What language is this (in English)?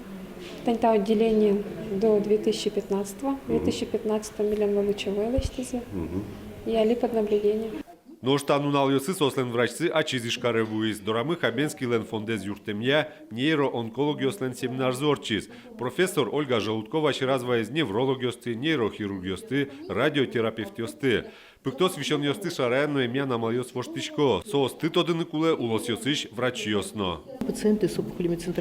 Udmurt